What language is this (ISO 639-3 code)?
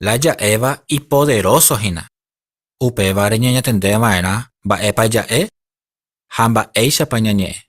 grn